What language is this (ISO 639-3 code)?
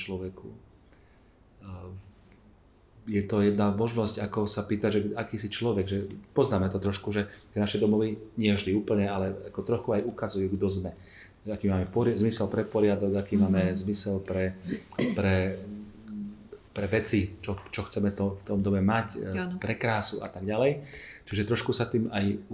slk